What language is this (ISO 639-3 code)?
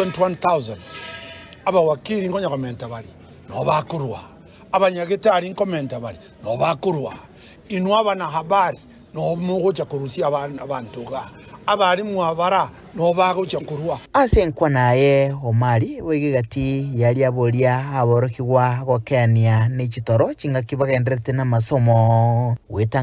guz